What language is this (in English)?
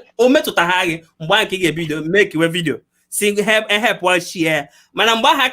Igbo